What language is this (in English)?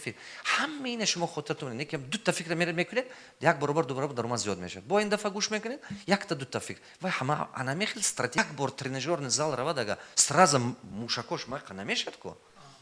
Tajik